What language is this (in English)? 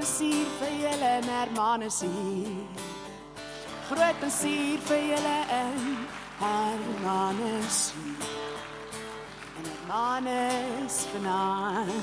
Afrikaans